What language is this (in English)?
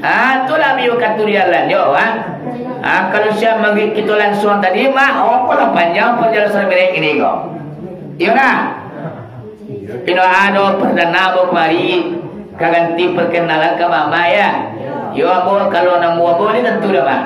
Minangkabau